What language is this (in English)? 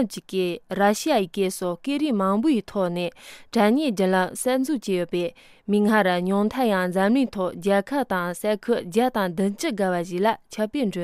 Tibetan